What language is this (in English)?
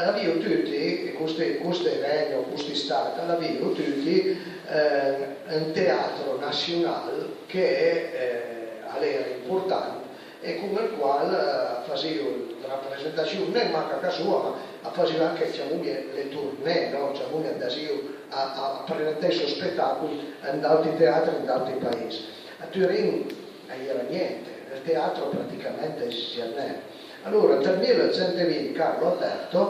Piedmontese